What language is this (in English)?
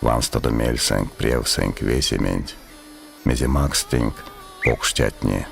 Erzya